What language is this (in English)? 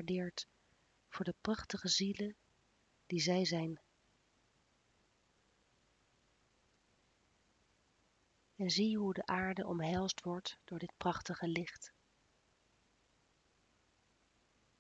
Dutch